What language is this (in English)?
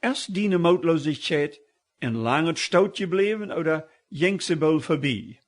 Plautdietsch